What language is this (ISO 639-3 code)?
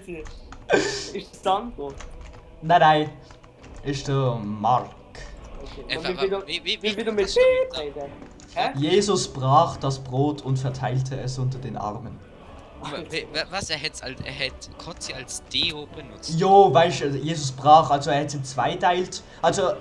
gsw